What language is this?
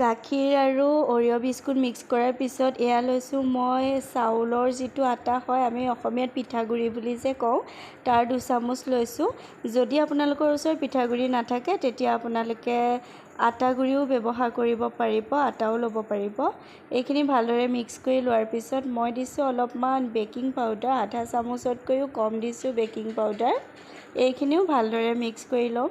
Assamese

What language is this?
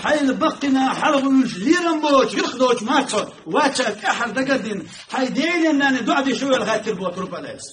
Chechen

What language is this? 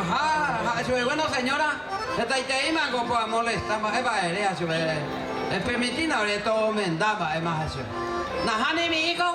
Guarani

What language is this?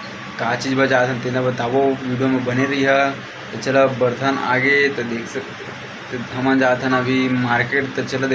Chhattisgarhi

